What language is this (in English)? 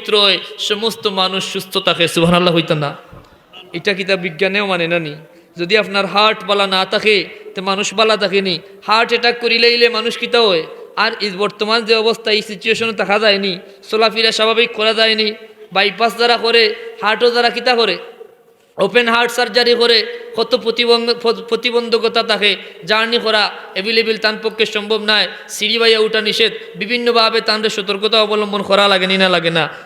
Sylheti